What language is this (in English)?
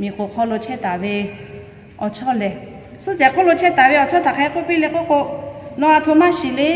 Lahu